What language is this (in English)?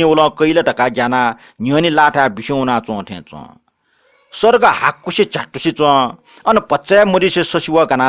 Newari